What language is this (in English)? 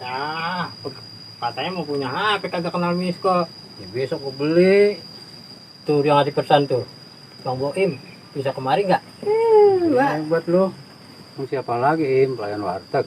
Betawi